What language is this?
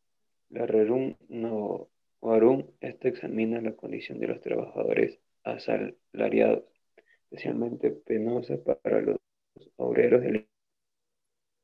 Spanish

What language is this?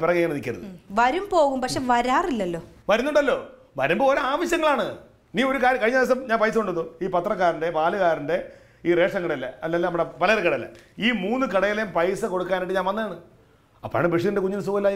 Malayalam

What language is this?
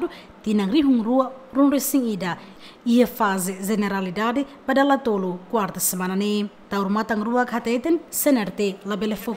Tetum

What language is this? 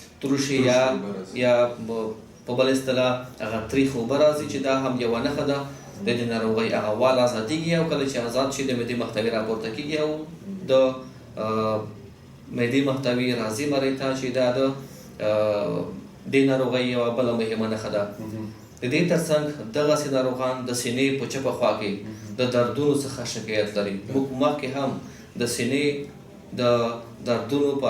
Pashto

